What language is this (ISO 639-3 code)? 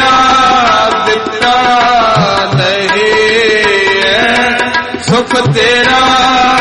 pan